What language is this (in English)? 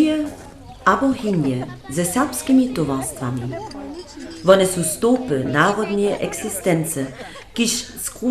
Upper Sorbian